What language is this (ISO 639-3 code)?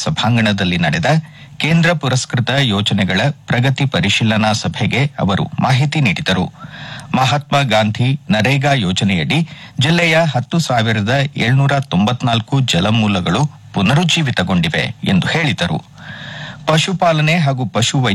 kan